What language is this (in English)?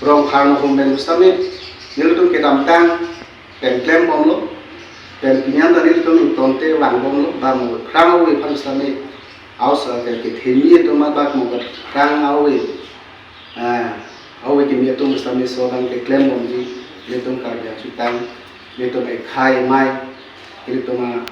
Karbi